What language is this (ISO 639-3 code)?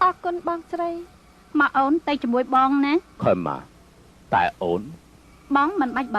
khm